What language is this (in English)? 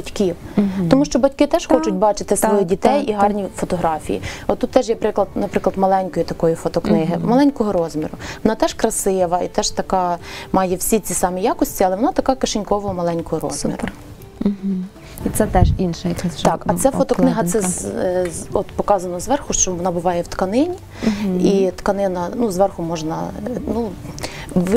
Ukrainian